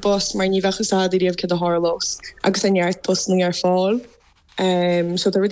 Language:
Irish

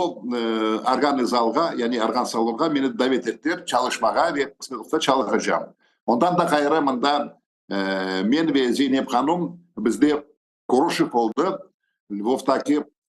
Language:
Crimean Tatar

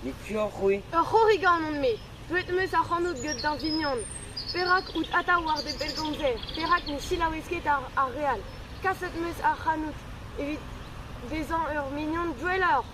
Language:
Breton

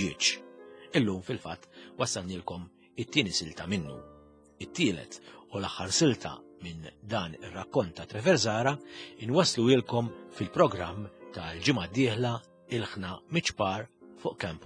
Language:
Maltese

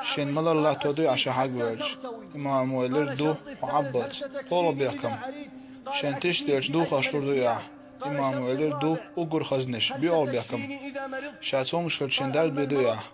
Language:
Chechen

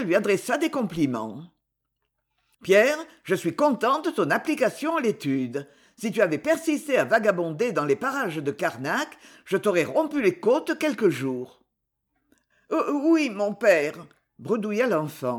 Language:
French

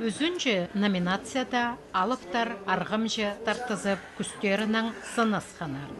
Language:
Khakas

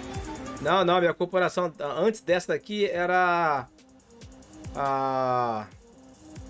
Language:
Portuguese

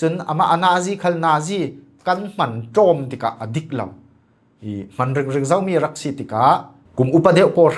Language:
Falam Chin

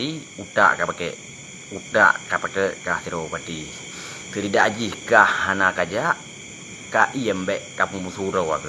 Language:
Achinese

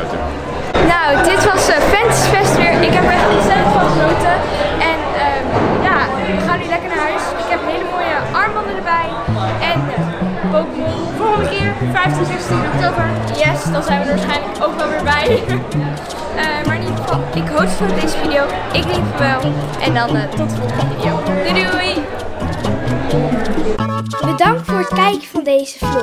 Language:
Dutch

